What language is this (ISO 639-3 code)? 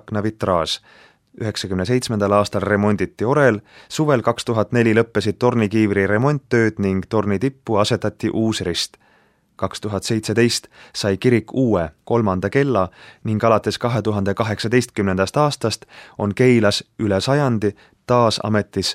est